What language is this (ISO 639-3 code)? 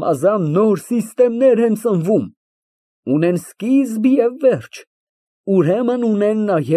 hye